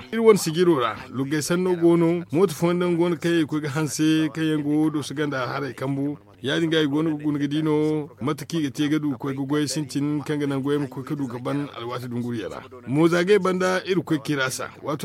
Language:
Zarma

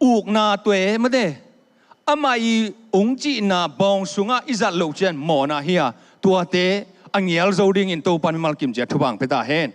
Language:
Tedim Chin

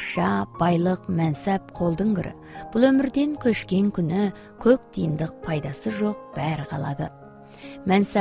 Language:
Kazakh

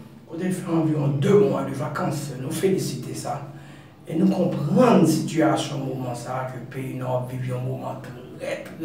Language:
Haitian Creole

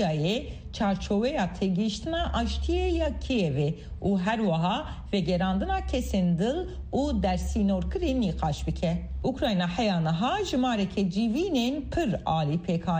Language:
Kurdish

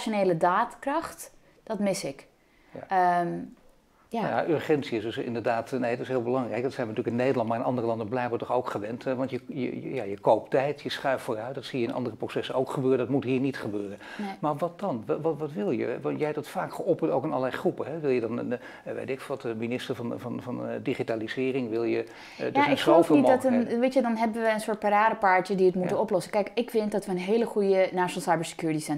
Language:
Dutch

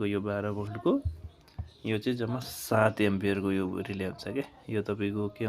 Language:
Nepali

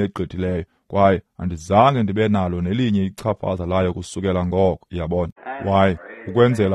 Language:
Xhosa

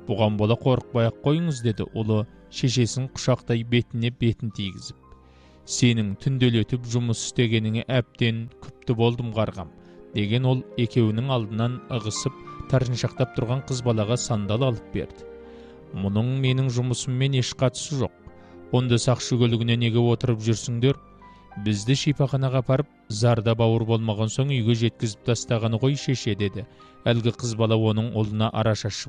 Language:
Kazakh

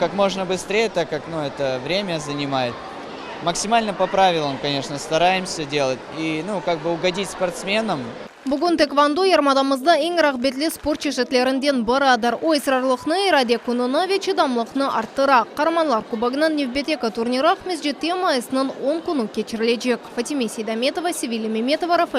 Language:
Crimean Tatar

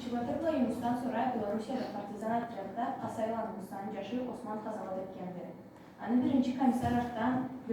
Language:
Karachay-Balkar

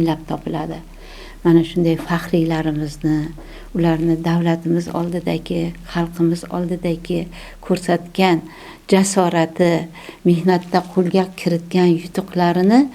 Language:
Uzbek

